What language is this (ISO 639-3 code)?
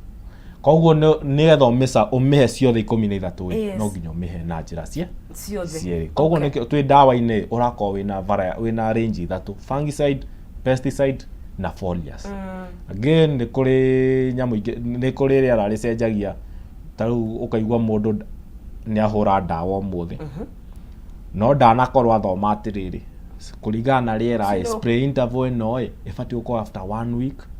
kik